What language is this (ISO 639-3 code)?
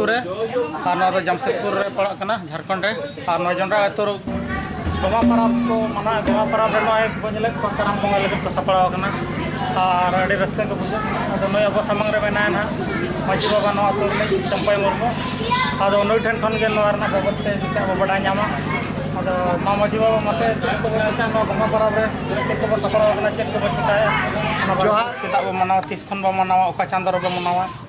sat